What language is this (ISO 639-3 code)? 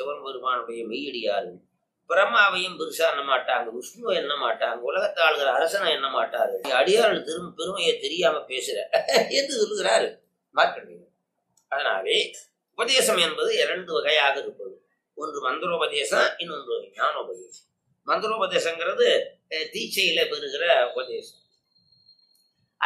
tam